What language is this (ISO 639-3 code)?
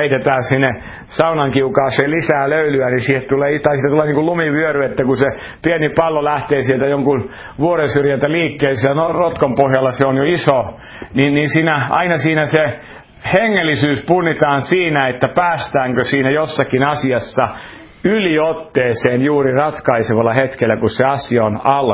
fin